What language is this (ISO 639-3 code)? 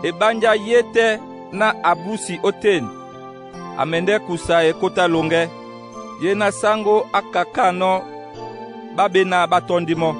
dua